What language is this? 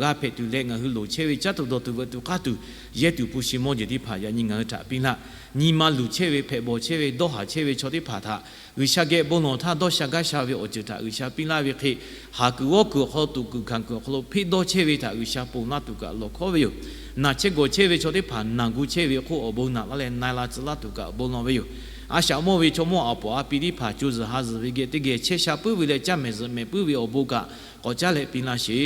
Lahu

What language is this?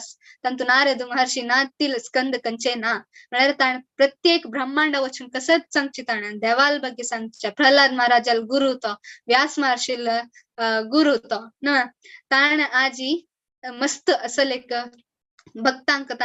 Konkani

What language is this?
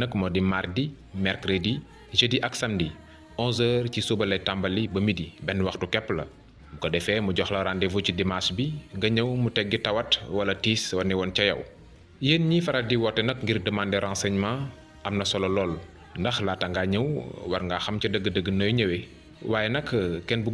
Wolof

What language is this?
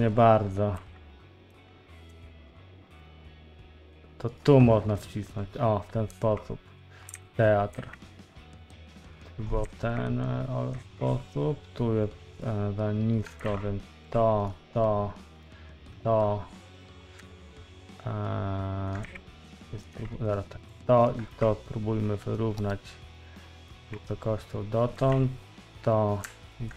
Polish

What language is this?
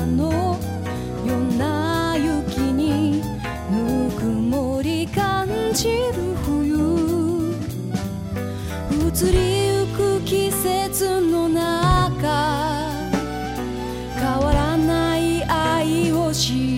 Japanese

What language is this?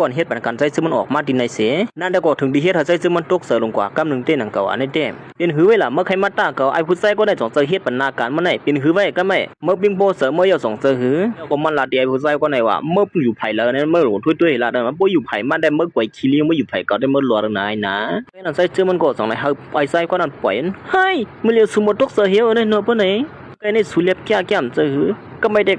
Shan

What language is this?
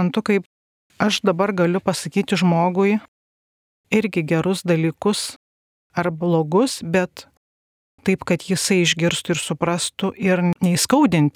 Lithuanian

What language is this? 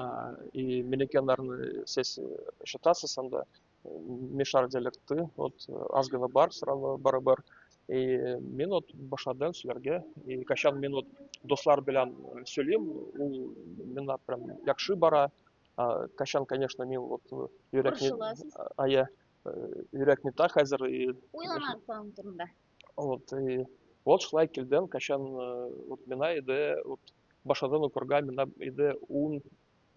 Tatar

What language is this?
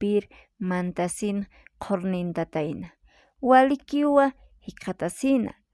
Aymara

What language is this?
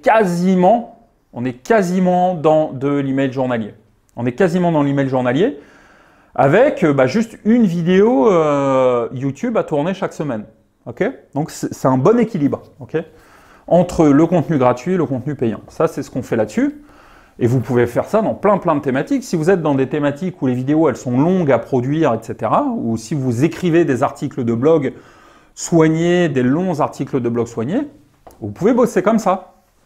French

